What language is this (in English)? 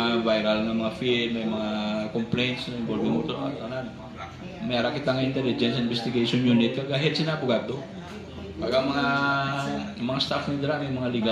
Hiligaynon